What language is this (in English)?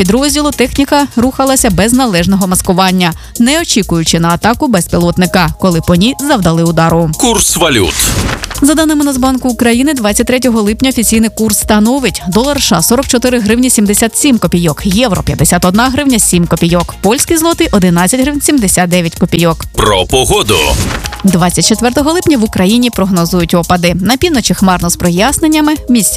Ukrainian